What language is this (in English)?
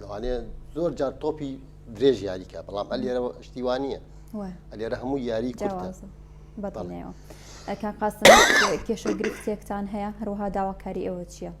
Central Kurdish